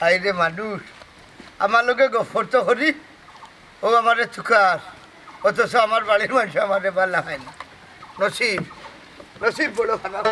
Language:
Sylheti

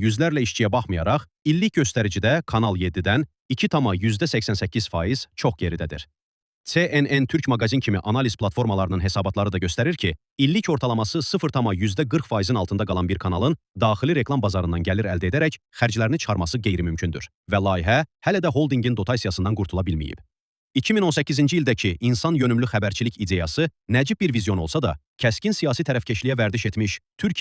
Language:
Azerbaijani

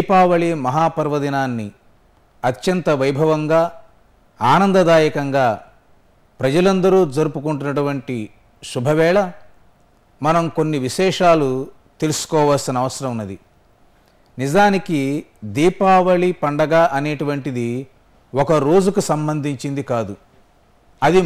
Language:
Telugu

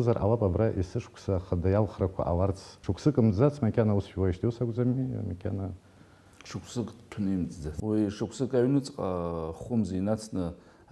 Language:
Abkhazian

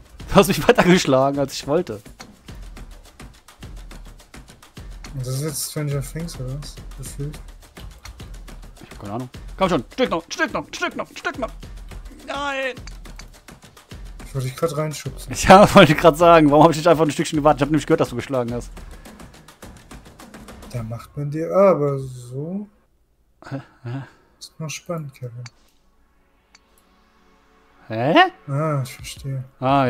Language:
German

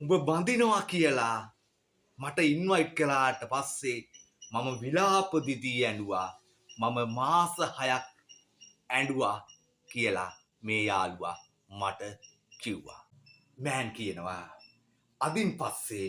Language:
Sinhala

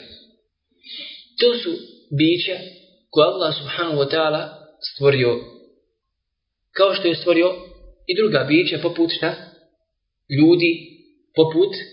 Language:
Bosnian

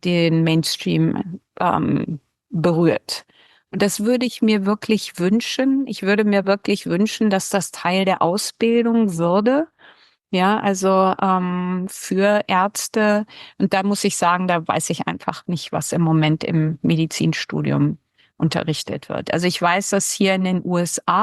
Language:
Swiss German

